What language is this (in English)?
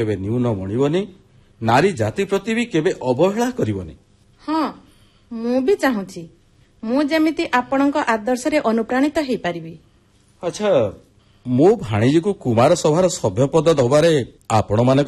Odia